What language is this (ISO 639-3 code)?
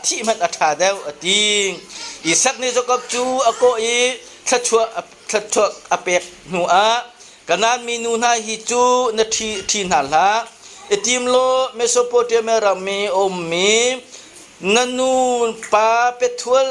cnh